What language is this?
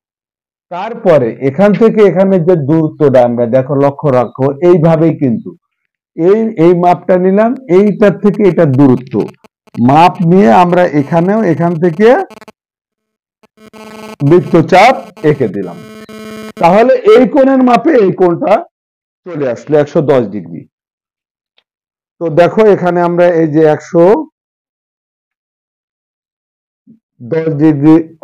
Bangla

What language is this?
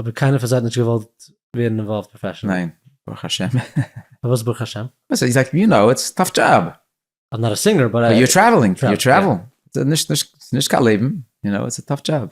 Yiddish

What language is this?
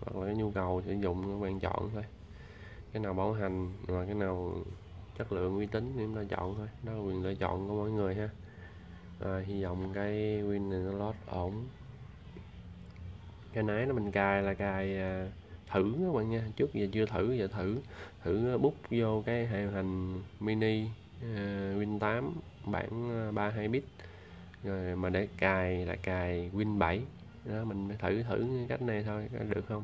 Vietnamese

